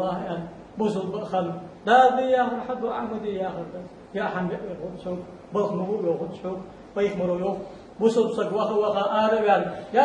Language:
Ingush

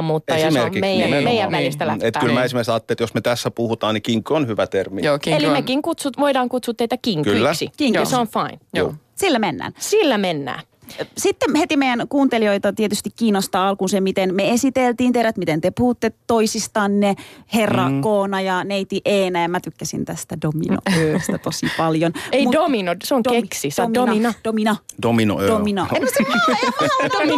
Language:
Finnish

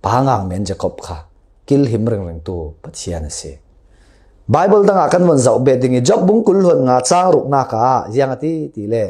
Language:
Falam Chin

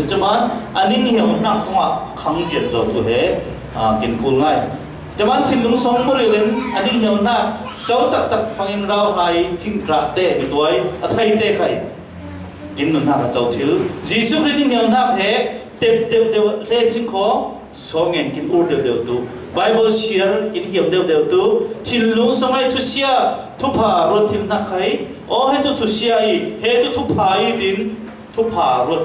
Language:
Falam Chin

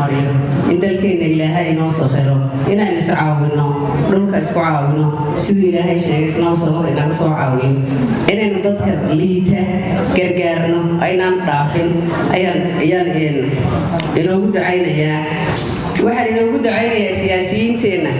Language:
Somali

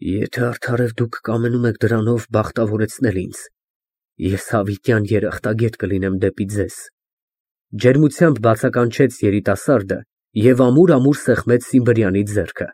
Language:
Armenian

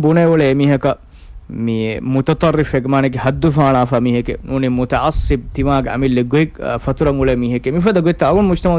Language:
Divehi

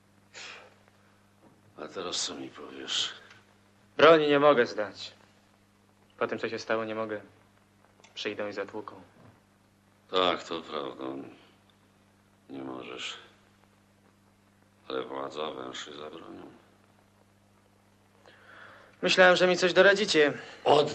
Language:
Polish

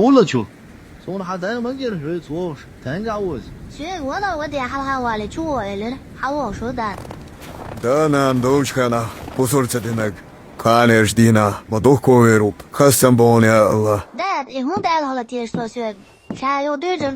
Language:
Chechen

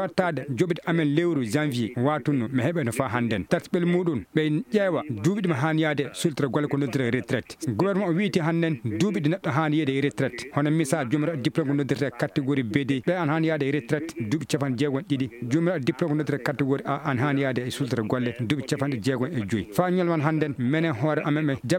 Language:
Fula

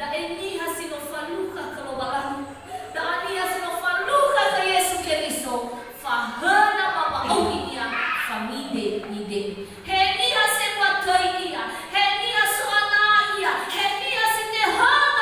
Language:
Nias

